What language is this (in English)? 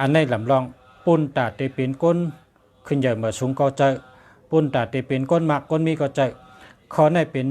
Shan